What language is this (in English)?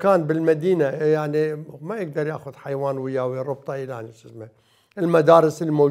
Mesopotamian Arabic